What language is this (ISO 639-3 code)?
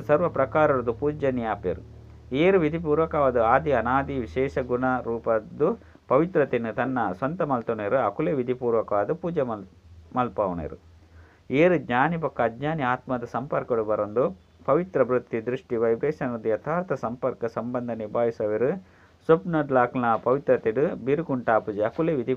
tcy